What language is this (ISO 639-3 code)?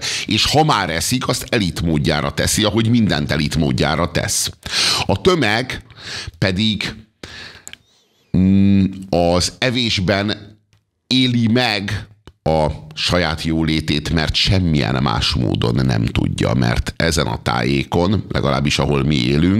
hun